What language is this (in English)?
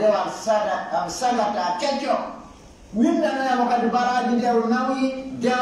Pular